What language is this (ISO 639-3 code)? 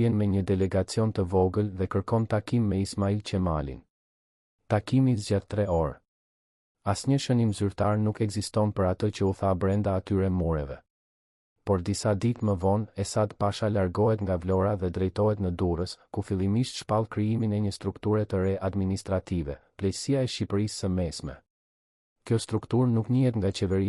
sqi